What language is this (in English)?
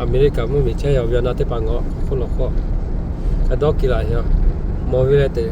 Lahu